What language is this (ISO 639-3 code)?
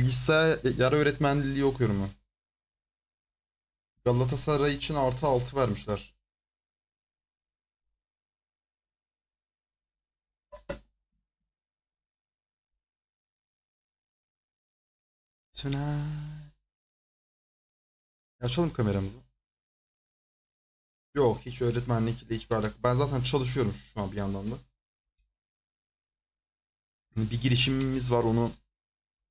tur